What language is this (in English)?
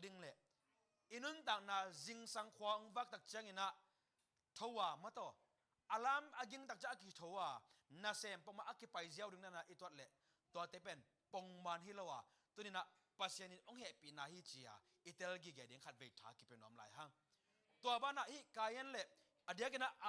Tedim Chin